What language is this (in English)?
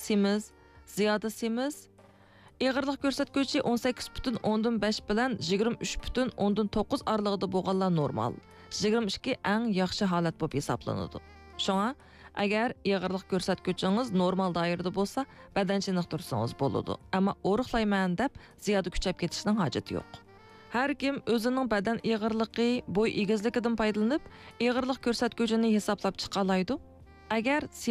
Uyghur